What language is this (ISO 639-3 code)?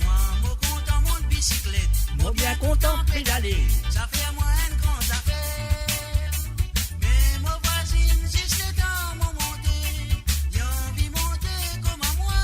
mfe